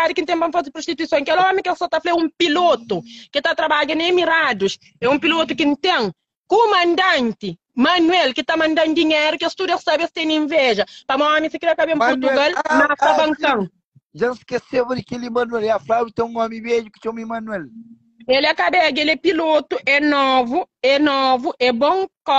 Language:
Kabuverdianu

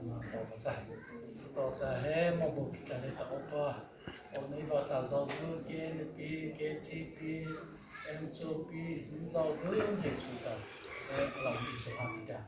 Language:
Mara Chin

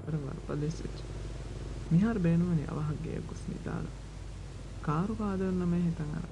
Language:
Divehi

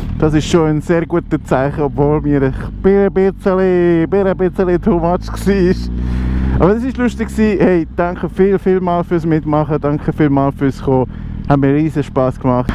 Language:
Swiss German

